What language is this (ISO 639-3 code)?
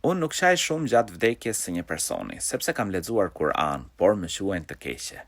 sqi